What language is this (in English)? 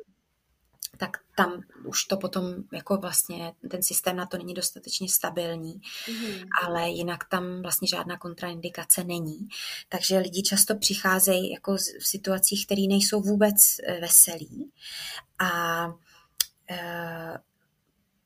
Czech